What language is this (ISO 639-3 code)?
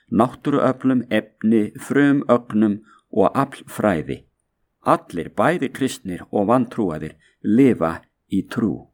isl